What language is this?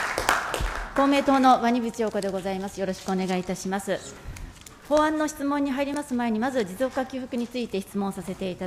Japanese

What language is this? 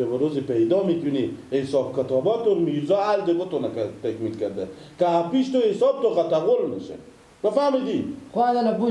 Persian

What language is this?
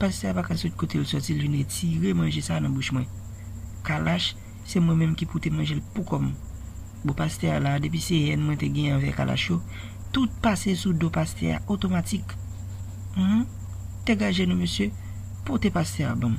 Haitian Creole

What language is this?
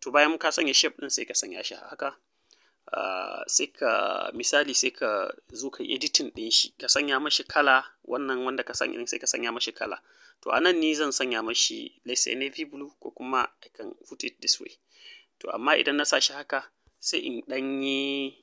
Hausa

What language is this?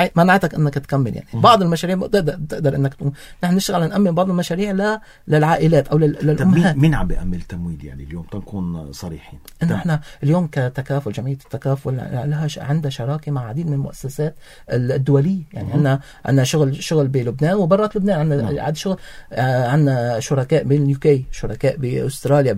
North Levantine Arabic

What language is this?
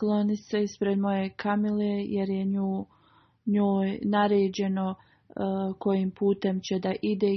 Bosnian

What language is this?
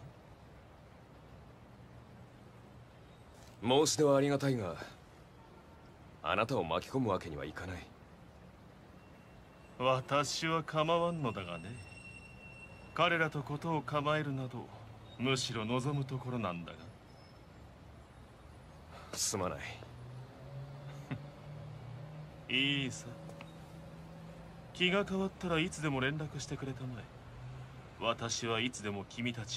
Japanese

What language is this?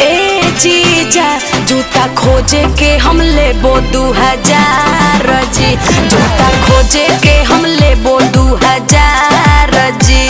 Magahi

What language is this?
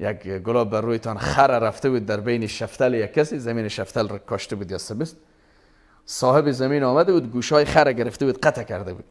Persian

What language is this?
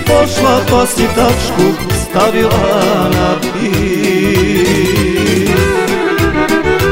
Croatian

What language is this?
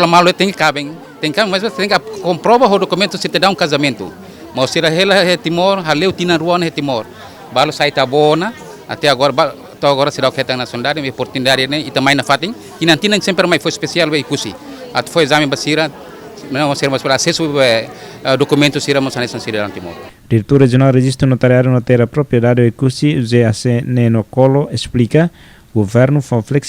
Tetum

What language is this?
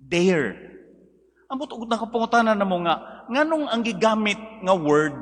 Cebuano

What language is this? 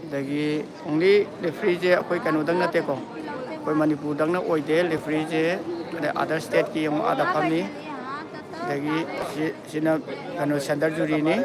Manipuri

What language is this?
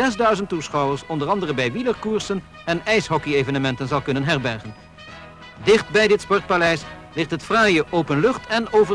Dutch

